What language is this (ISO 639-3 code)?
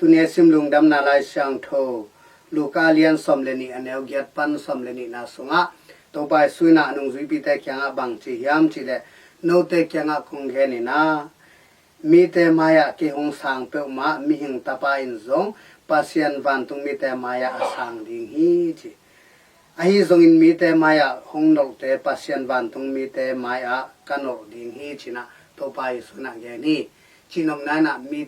ctd